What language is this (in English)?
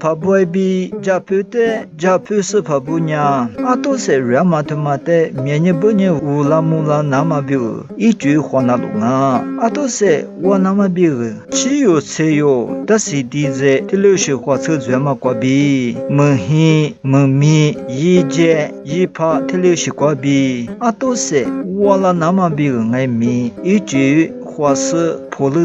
Lisu